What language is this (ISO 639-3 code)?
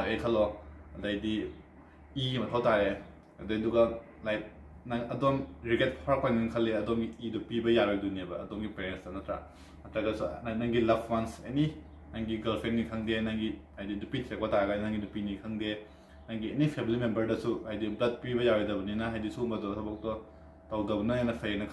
mni